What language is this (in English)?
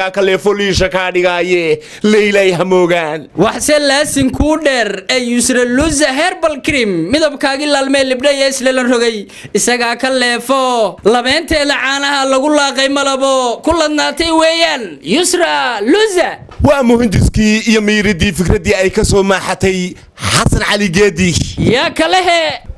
Somali